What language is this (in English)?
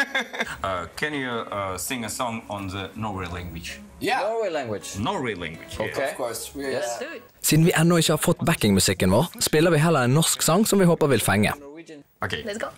Norwegian